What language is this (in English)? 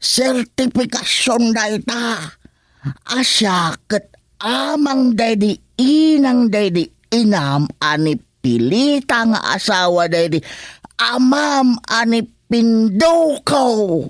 Iloko